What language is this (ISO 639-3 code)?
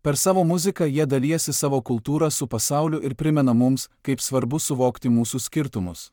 lit